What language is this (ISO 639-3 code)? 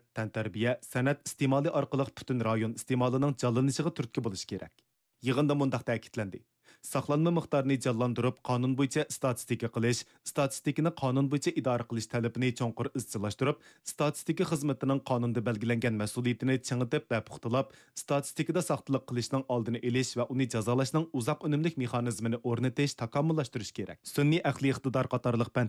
uig